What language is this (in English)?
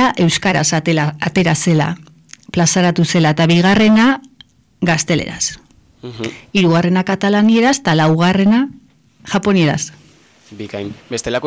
Basque